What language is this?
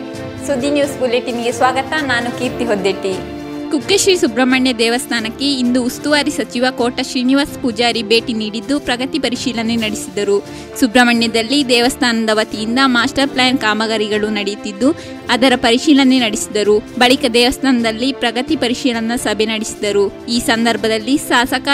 Kannada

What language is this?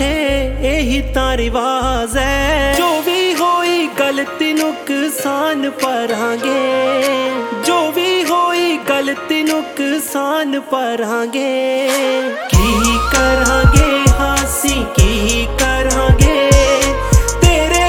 Punjabi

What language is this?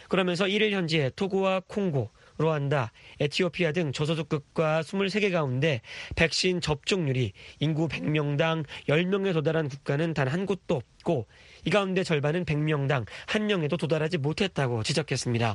Korean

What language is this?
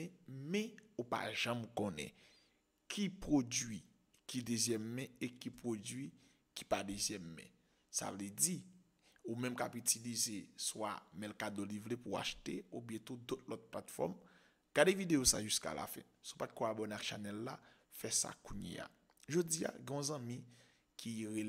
Haitian Creole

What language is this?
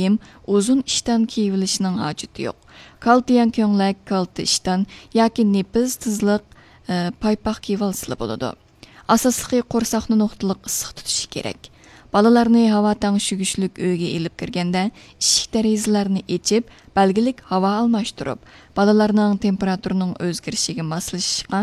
Uyghur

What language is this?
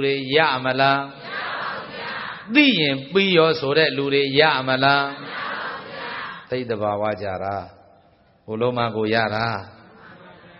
Burmese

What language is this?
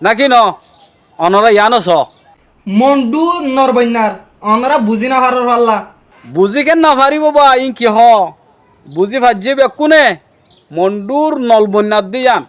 Rohingya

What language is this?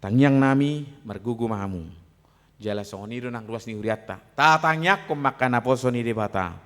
Batak Toba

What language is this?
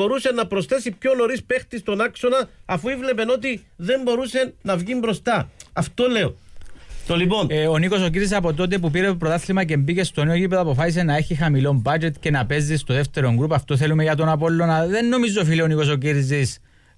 Greek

